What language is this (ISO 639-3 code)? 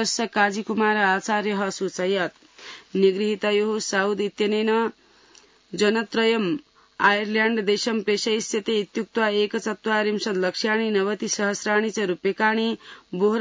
san